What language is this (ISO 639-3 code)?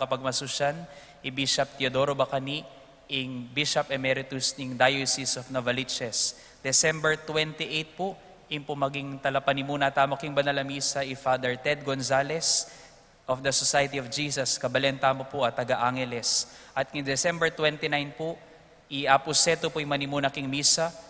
pam